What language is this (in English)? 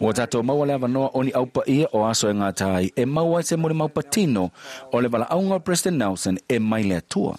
Samoan